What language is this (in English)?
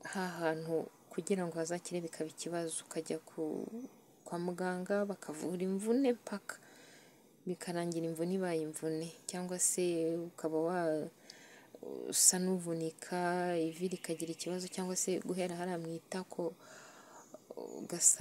Kinyarwanda